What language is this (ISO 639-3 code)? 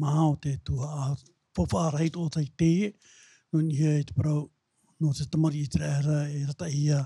tah